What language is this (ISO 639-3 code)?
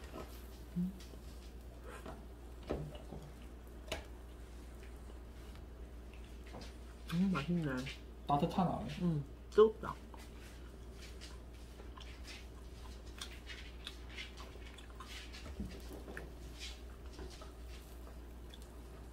kor